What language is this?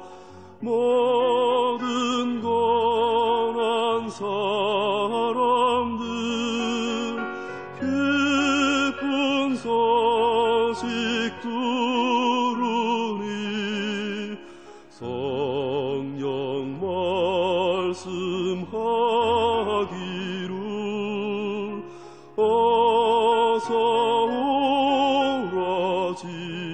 Korean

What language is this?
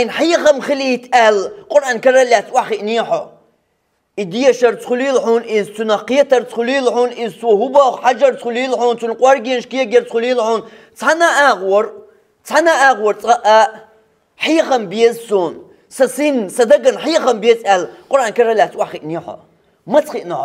Chechen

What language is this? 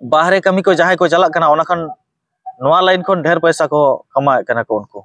Santali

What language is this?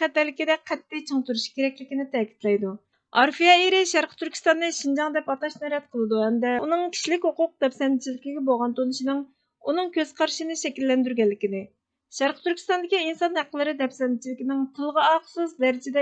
Uyghur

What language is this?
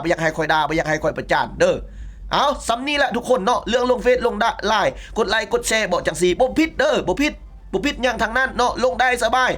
Lao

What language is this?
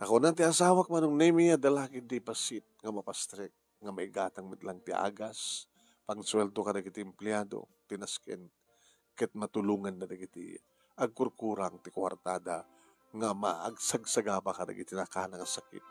Iloko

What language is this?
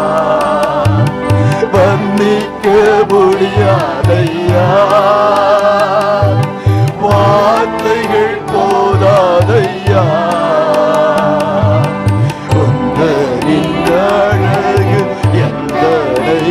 Tamil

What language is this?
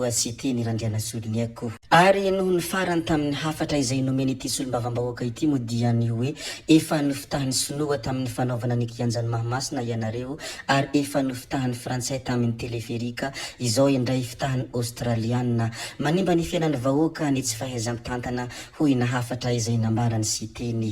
Malagasy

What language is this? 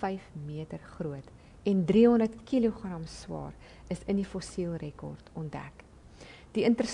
Afrikaans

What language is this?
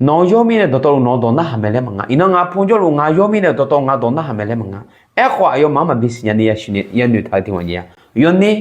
Akha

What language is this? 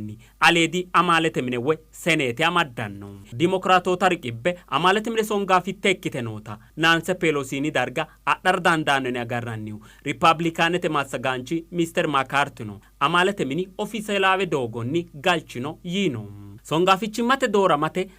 Sidamo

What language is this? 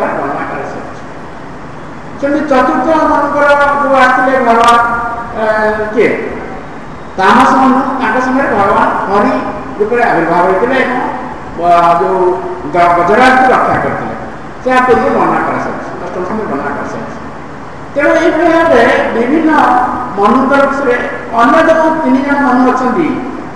Odia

